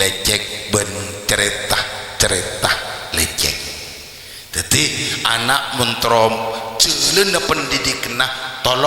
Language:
Madurese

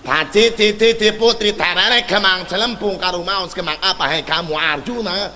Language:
Sundanese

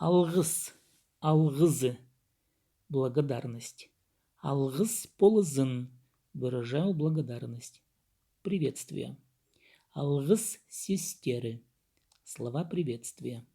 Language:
Khakas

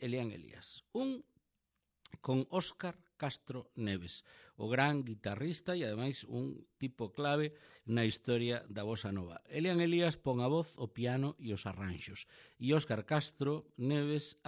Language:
Galician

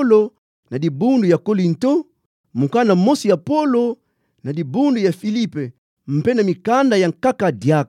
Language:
Kituba (Democratic Republic of Congo)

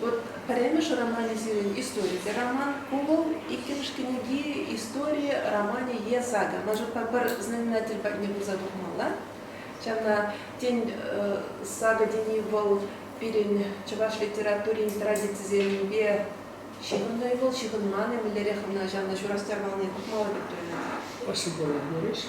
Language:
Chuvash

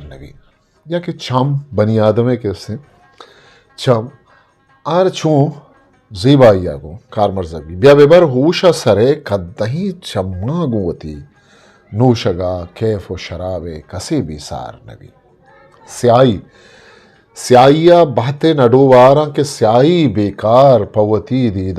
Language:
Eastern Balochi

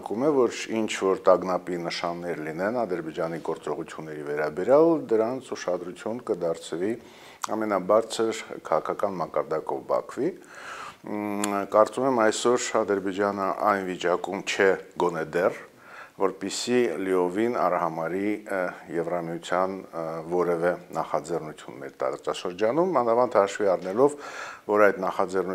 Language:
Armenian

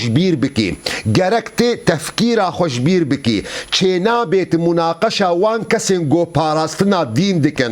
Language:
Kurdish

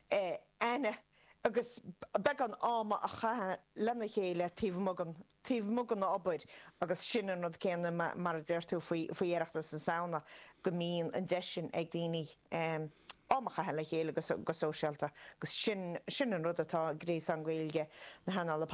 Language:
Irish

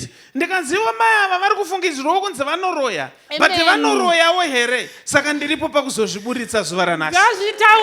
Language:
Shona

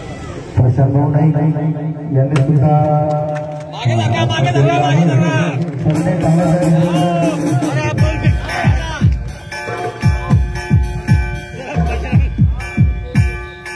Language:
Marathi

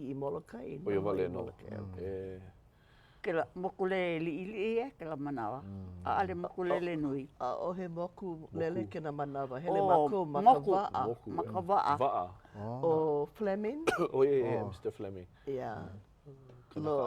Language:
Hawaiian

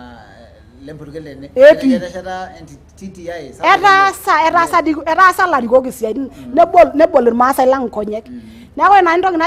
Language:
Masai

